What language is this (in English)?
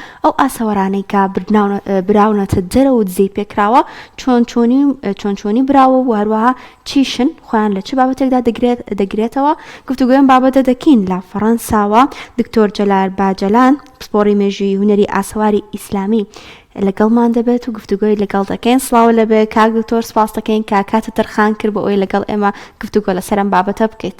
Central Kurdish